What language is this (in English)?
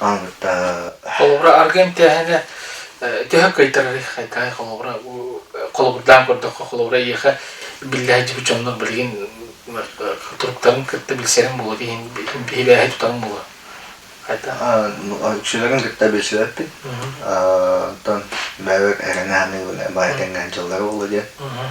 Yakut